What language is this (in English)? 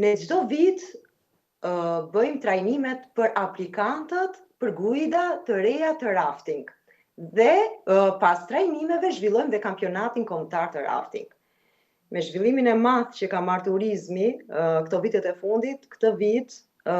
Albanian